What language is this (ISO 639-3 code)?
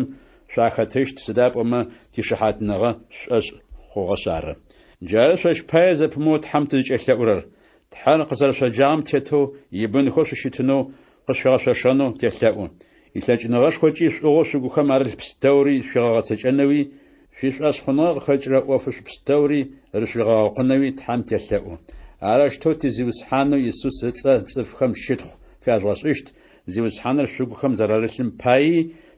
ady